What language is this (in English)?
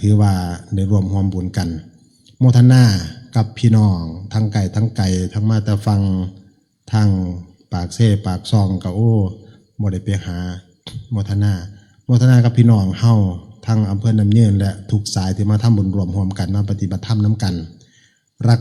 Northeastern Thai